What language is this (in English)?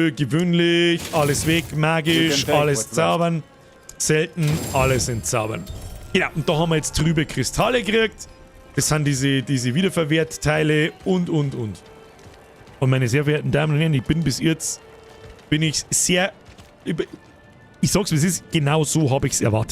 Bavarian